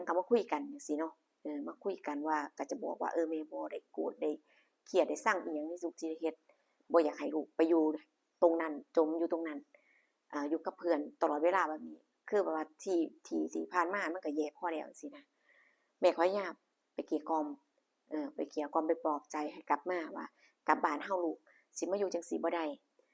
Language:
Lao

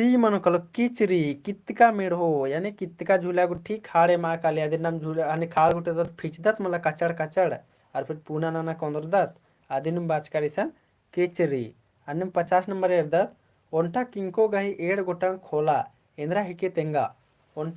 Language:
Kurukh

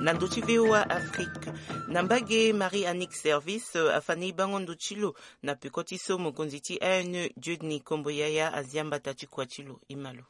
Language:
Sango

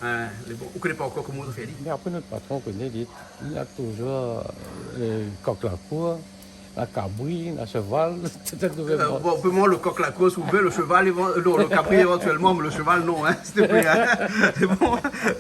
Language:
Réunion Creole French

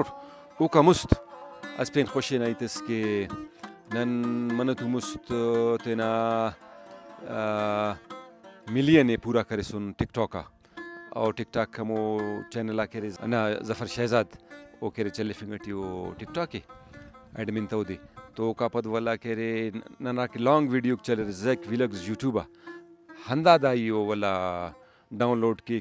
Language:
Brahui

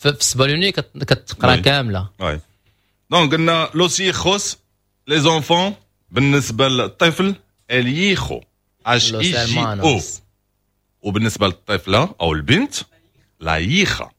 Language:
Moroccan Arabic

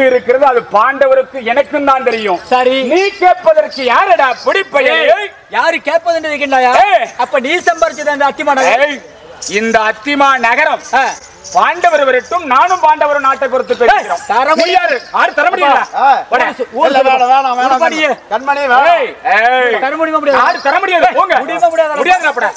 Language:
Tamil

